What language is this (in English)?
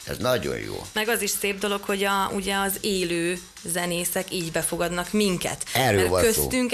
Hungarian